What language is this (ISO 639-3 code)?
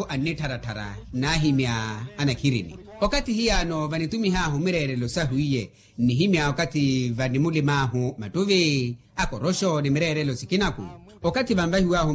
vmw